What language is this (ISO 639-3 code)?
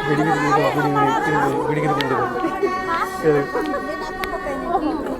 sat